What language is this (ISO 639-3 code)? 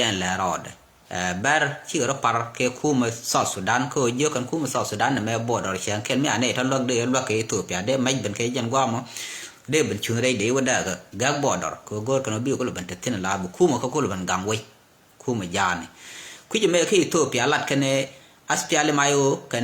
nus